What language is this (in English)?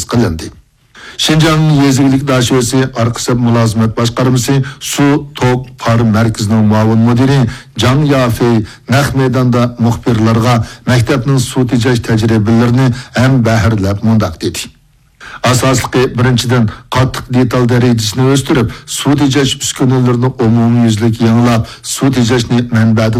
Uyghur